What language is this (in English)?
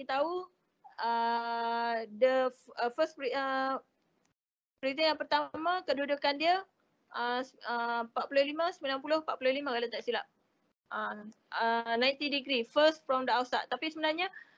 Malay